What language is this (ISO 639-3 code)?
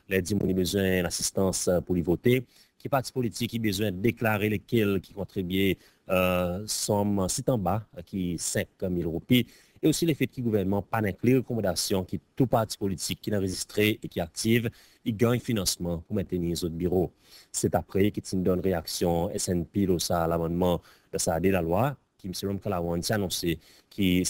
crs